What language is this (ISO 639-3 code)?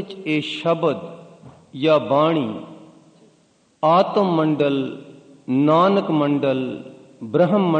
pan